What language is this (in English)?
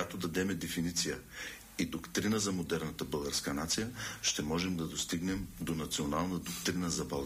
Bulgarian